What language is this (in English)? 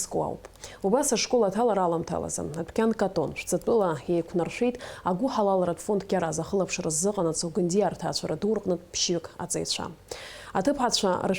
Abkhazian